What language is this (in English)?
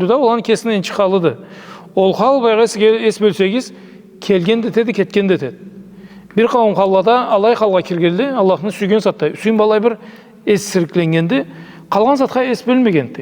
Karachay-Balkar